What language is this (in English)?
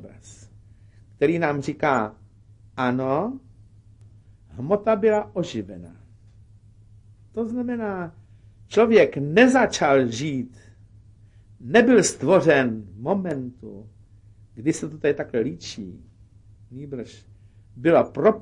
Czech